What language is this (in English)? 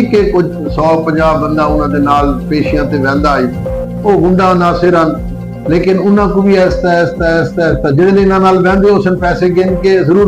Saraiki